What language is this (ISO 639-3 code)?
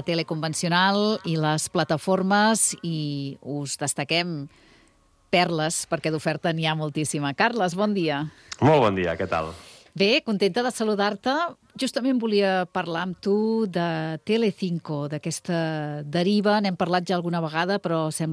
cat